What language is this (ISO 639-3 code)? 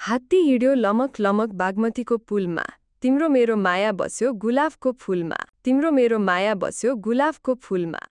nep